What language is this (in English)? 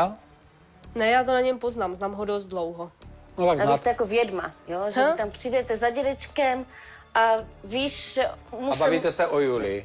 Czech